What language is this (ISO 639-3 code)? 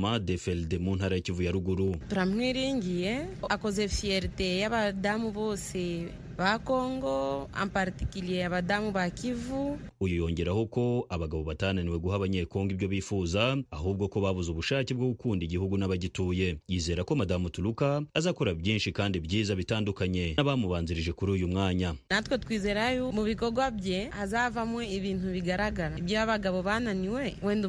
kin